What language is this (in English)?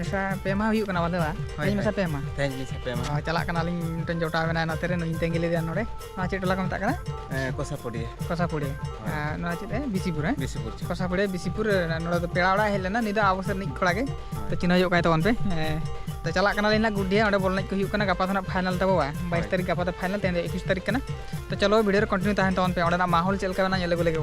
Santali